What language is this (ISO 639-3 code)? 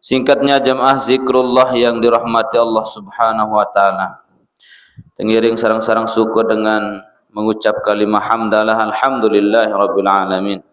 sas